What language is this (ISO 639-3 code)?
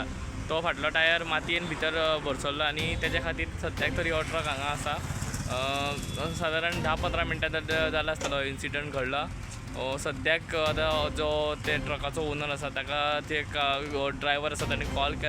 kok